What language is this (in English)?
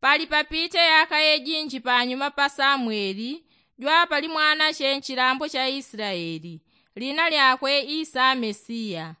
Yao